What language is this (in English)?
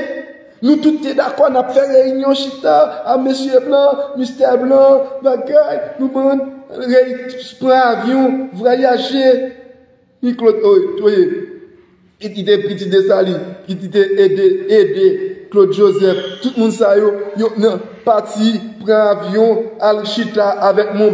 Haitian Creole